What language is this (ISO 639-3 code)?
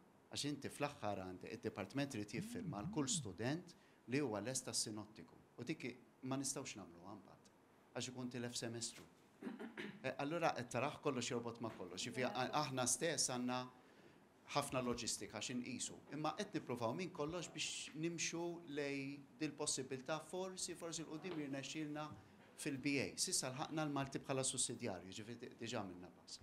mlt